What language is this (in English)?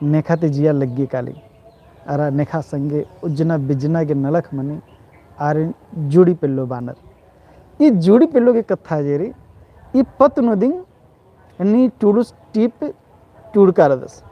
Kurukh